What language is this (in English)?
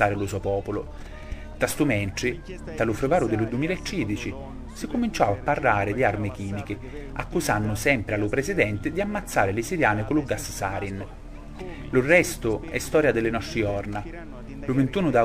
Sicilian